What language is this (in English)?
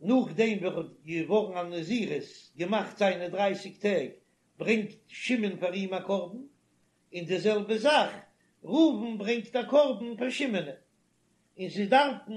Yiddish